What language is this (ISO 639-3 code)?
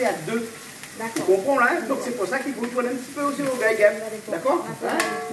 rcf